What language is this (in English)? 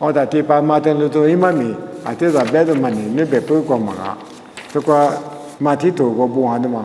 Lisu